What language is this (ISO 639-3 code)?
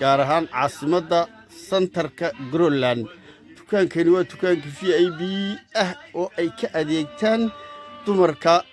som